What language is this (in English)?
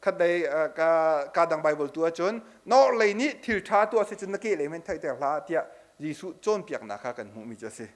Hakha Chin